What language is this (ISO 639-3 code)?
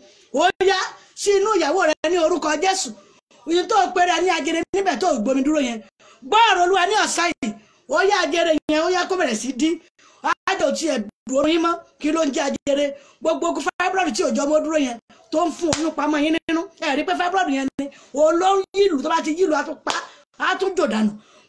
yor